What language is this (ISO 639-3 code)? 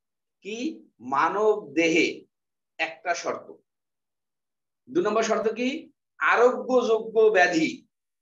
ben